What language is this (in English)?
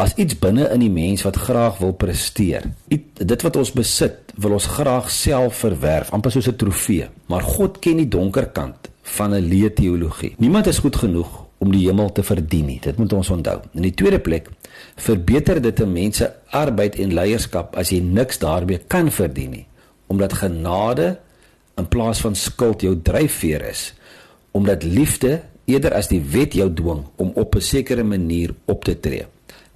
Afrikaans